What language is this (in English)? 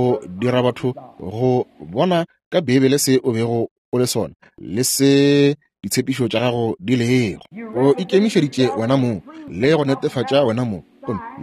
Northern Sotho